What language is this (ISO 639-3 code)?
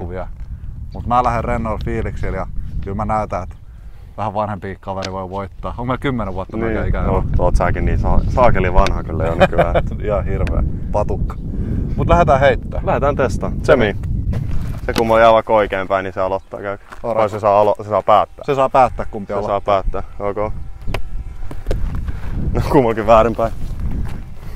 fin